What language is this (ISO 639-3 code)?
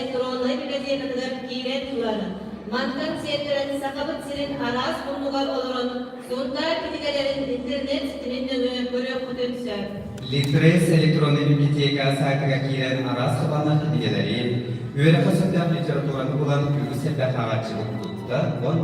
sah